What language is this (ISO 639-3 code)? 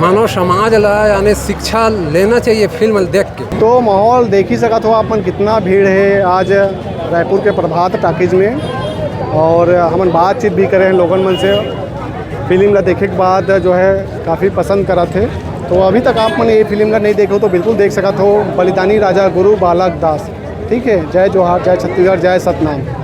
hne